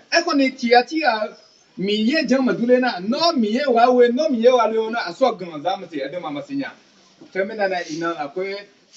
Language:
Akha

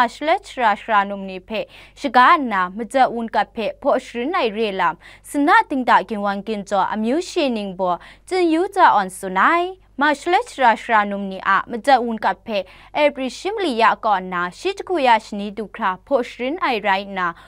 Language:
Kachin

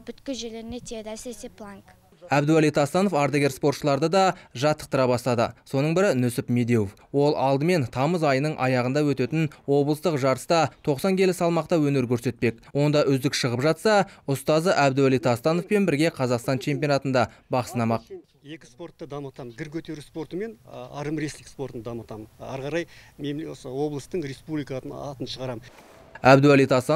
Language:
Kazakh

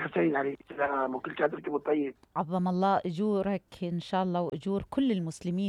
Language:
Mesopotamian Arabic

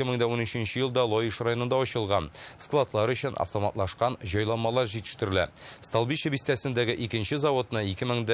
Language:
Tatar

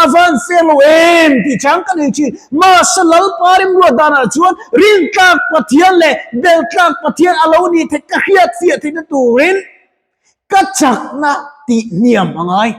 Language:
Mizo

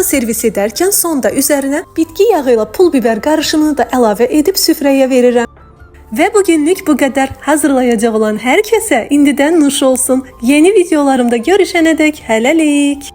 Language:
Azerbaijani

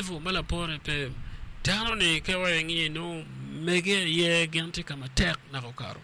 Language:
Acoli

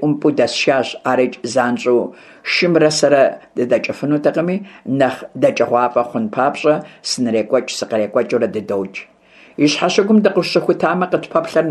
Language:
Kabardian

